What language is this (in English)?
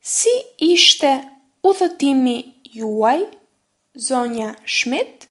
Albanian